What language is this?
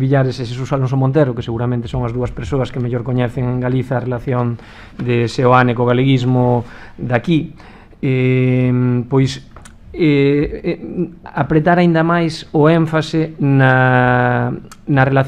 Galician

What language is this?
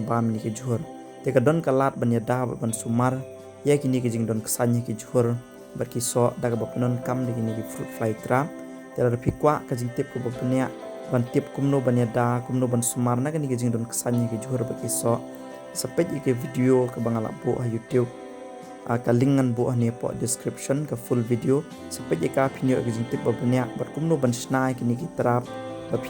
Khasi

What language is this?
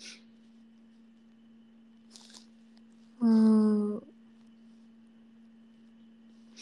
Japanese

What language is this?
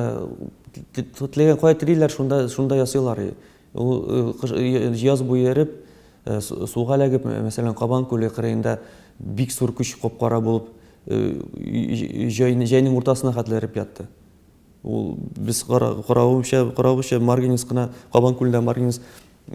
Tatar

